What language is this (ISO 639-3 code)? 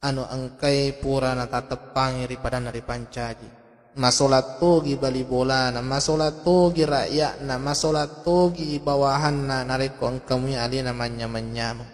bug